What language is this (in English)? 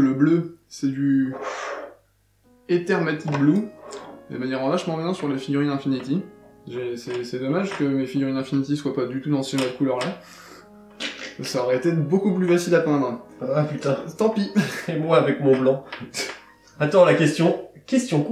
French